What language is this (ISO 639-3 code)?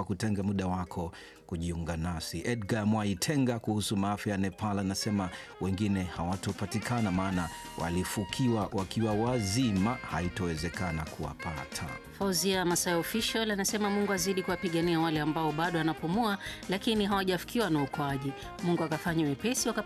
swa